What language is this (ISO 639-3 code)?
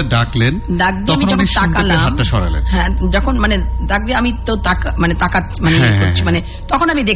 ben